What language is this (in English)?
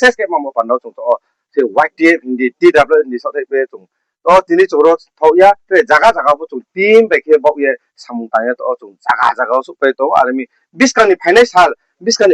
Riang (India)